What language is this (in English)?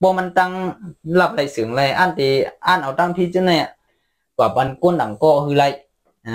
Shan